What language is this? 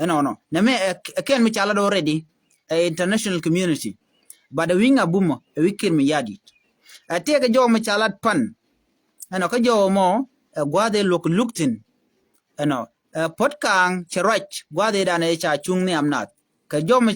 Nuer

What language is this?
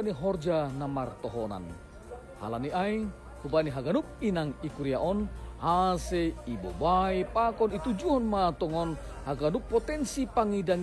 Batak Simalungun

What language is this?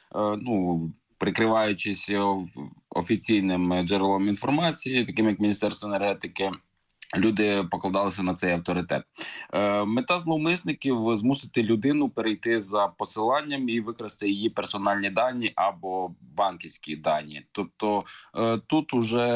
Ukrainian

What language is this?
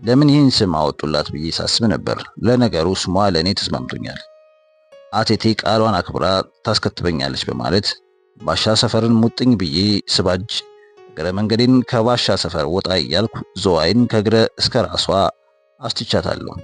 Amharic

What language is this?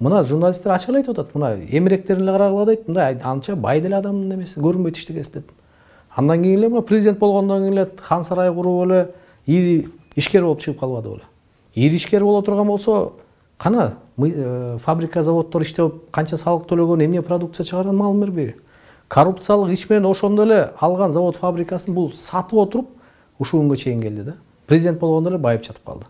Kyrgyz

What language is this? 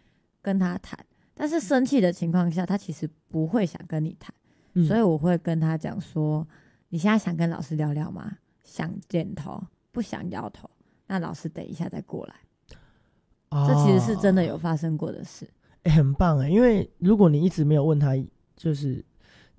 Chinese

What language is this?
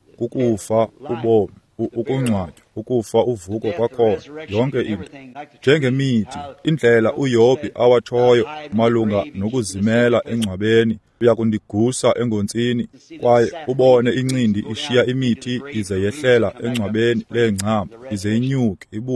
Xhosa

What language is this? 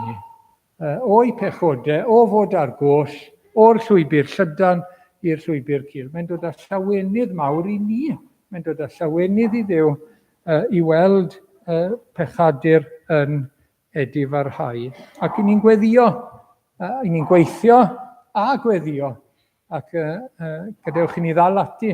Welsh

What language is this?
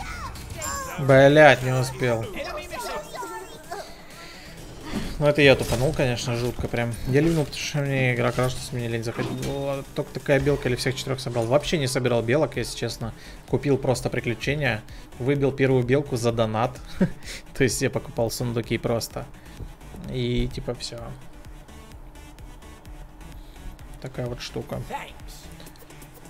Russian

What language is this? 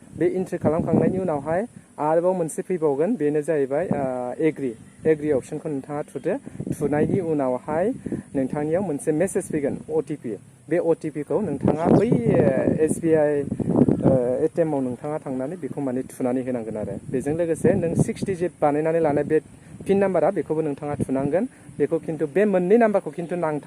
Bodo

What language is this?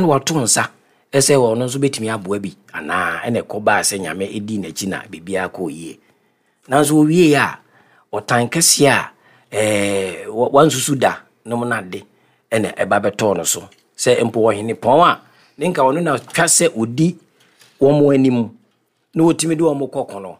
Akan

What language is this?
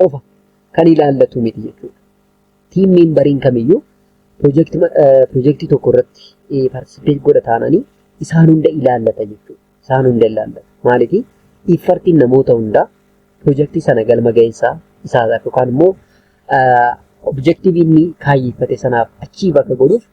Oromo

